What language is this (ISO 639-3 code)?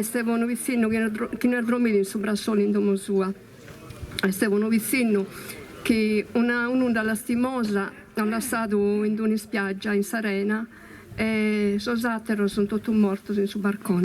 srd